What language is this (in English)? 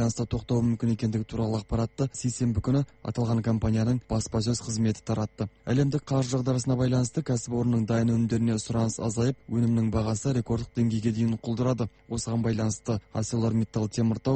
Kazakh